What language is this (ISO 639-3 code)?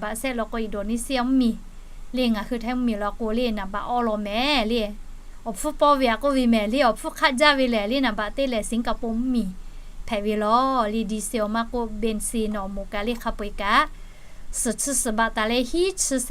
lhu